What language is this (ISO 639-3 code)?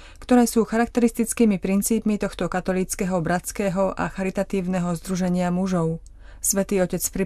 slk